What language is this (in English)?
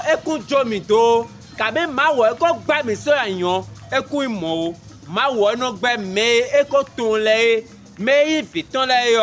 Fon